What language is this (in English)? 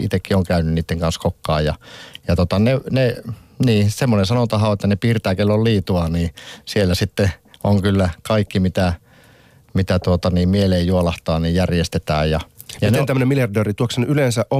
Finnish